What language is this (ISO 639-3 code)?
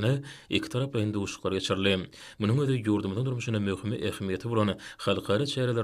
tuk